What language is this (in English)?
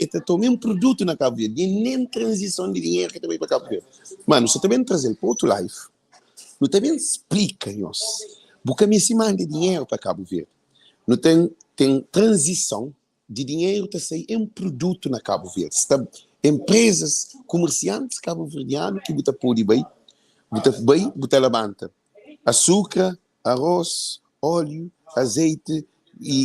Kabuverdianu